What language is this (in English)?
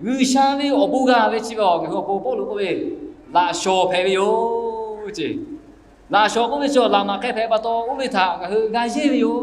Lahu